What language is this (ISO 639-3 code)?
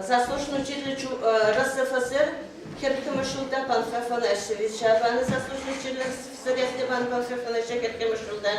chv